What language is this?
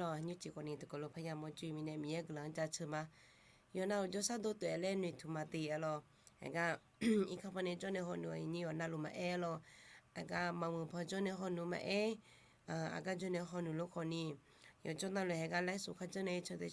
Akha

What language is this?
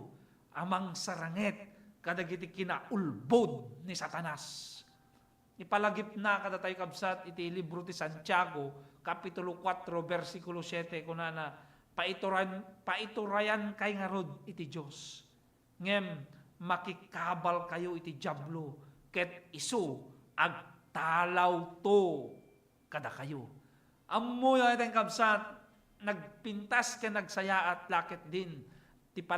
Iloko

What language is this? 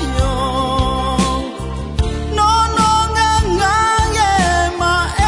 Akha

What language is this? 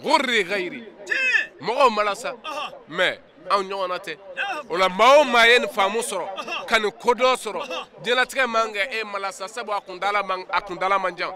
Bambara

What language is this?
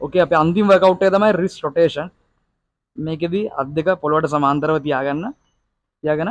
Sinhala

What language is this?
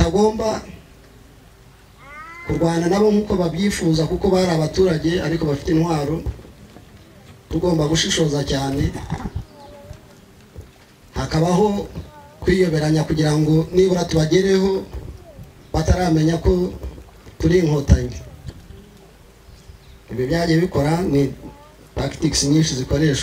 Kinyarwanda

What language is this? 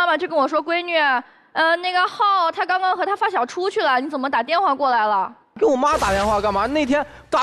Chinese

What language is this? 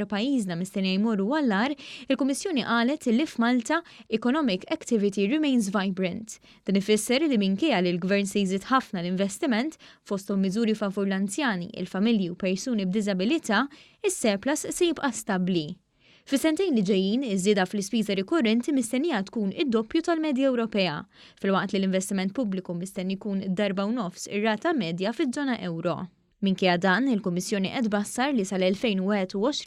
Maltese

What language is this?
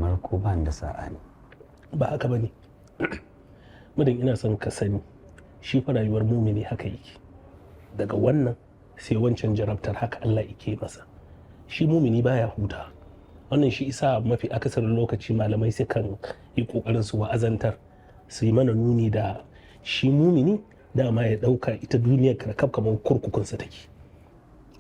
Hausa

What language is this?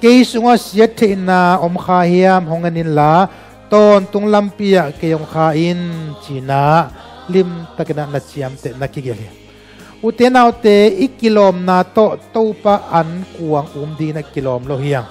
Tedim Chin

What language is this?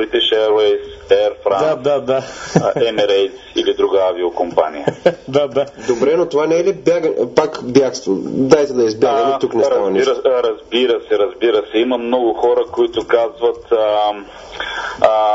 Bulgarian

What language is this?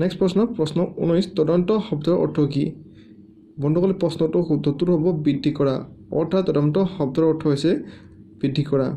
Assamese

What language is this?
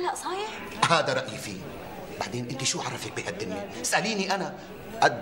North Levantine Arabic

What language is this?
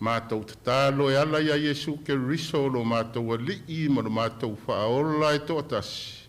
Samoan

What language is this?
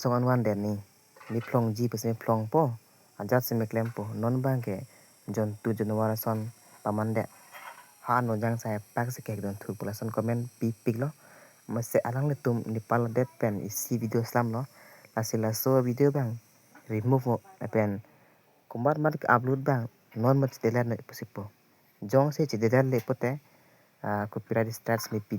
Karbi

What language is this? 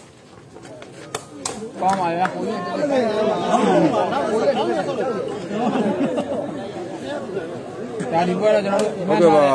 Burmese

